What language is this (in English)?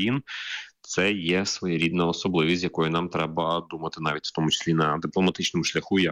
Ukrainian